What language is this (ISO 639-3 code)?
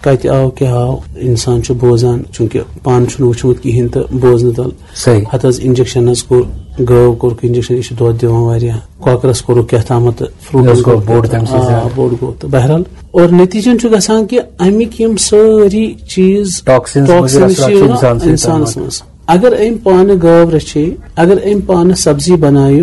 kas